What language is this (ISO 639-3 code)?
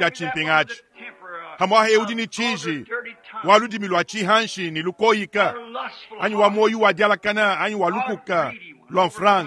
lua